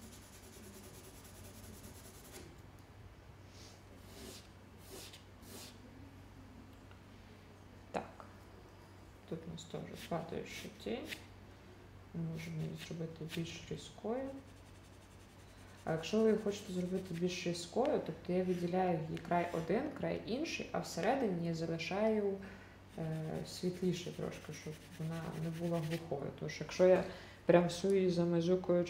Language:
Ukrainian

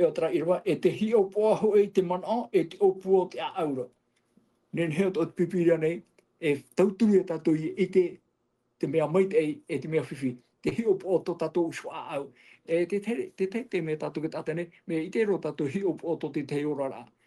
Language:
Tahitian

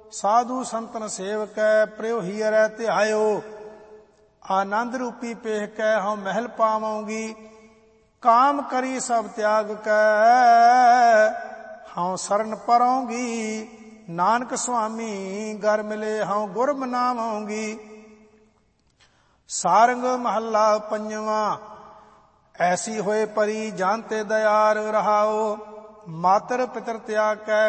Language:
Punjabi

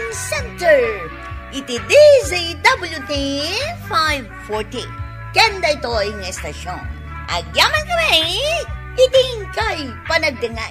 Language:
Iloko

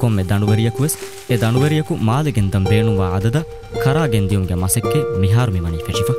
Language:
Divehi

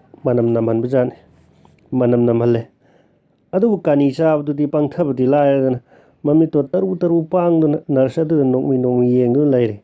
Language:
Manipuri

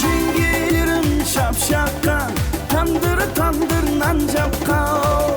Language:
Kara-Kalpak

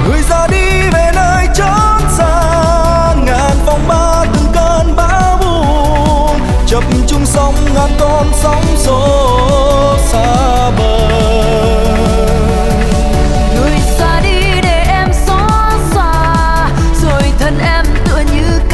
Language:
Vietnamese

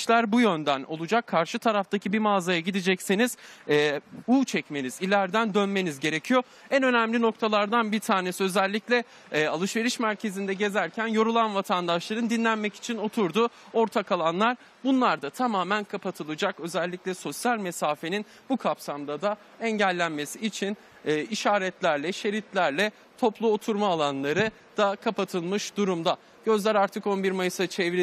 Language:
Turkish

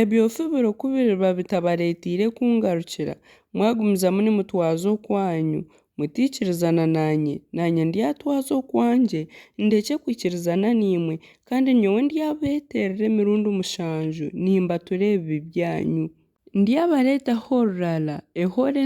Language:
Nyankole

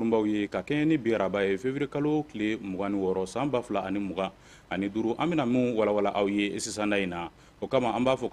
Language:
Bambara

